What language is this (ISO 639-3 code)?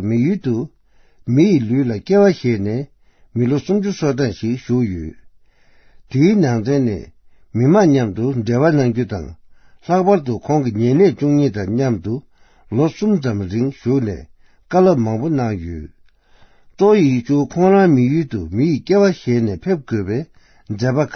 bod